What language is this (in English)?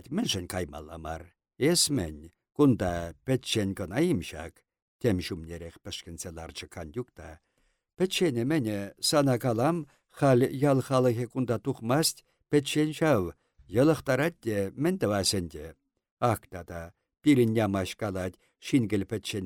Chuvash